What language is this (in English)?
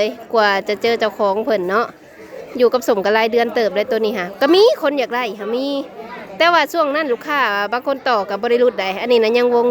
Lao